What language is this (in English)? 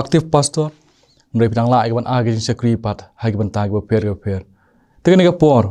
Khasi